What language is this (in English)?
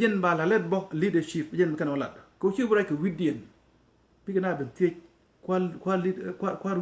Nuer